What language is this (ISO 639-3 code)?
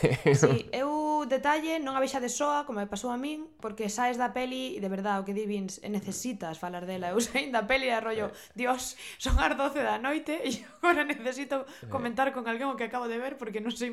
glg